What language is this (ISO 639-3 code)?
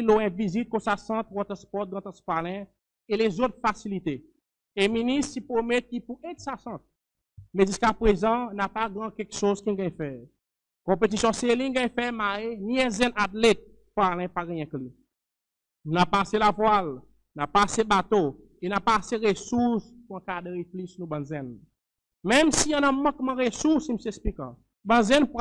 crs